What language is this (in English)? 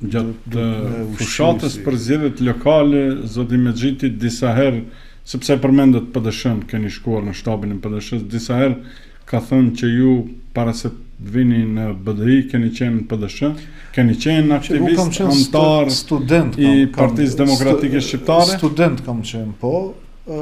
Albanian